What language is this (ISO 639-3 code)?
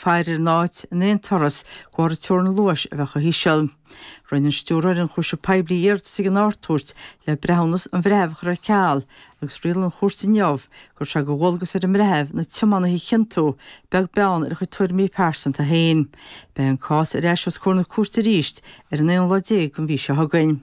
gle